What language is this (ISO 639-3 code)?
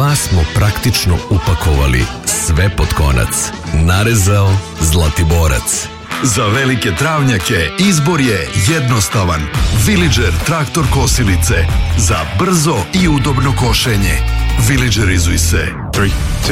srp